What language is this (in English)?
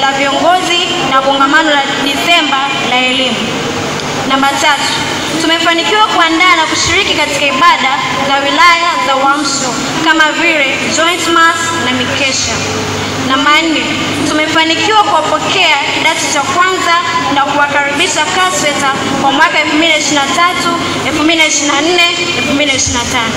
Swahili